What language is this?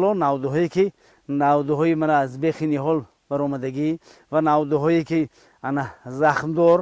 Tajik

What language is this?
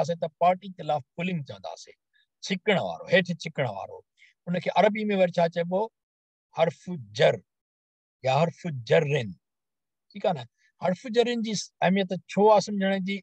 Sindhi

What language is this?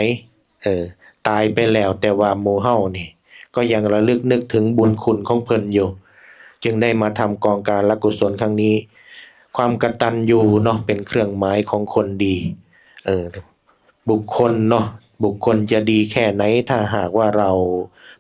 Northeastern Thai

